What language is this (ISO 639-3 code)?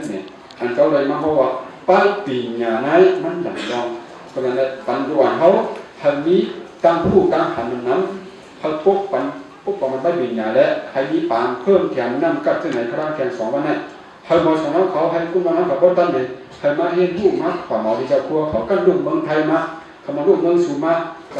shn